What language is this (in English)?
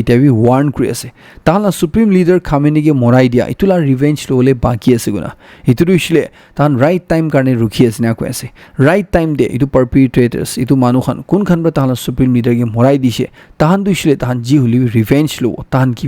Naga Pidgin